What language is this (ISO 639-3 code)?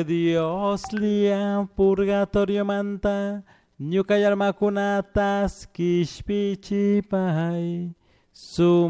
qug